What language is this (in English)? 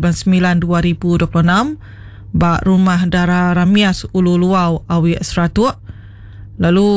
Iban